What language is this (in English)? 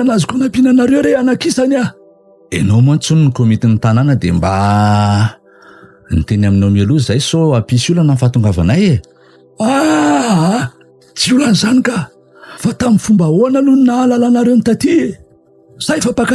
Malagasy